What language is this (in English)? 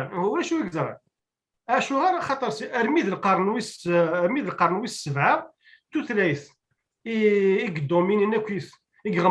Kabyle